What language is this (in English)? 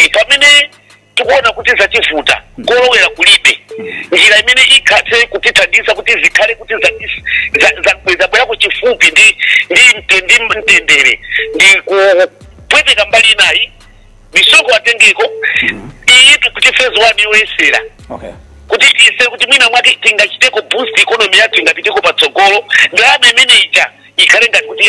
Nyanja